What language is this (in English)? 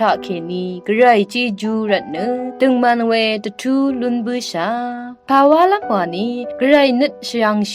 Rawang